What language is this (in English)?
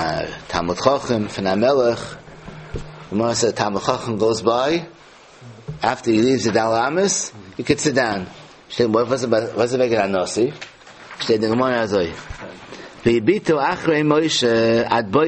Yiddish